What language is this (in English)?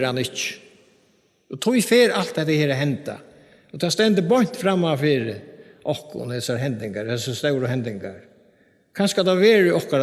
Faroese